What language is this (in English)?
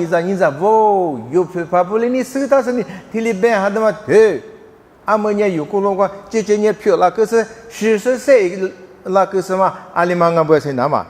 Lisu